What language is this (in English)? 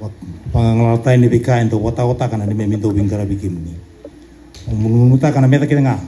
Fijian